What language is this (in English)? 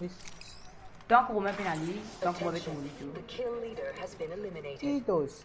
Morisyen